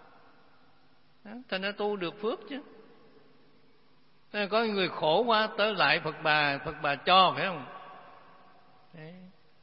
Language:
Vietnamese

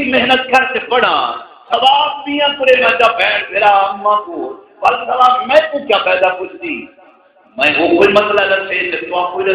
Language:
Saraiki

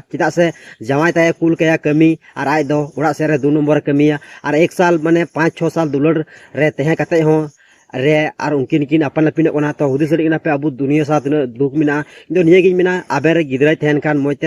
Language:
Santali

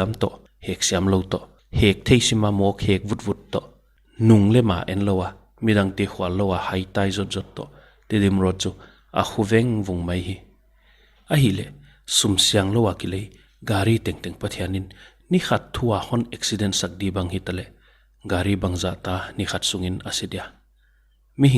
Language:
Paite Chin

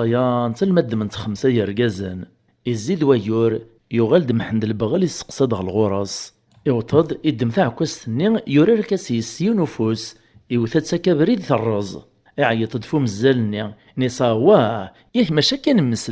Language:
Kabyle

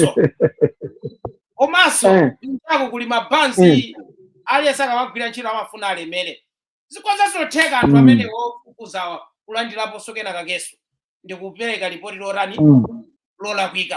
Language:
Nyanja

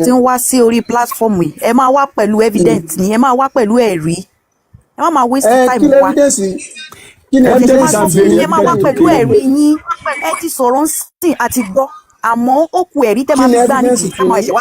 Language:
Yoruba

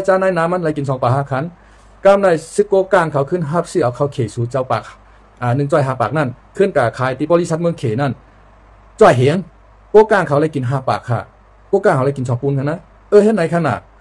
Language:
Shan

